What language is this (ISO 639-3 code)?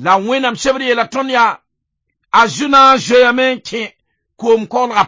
mos